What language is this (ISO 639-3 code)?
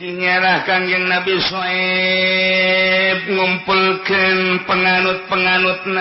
sun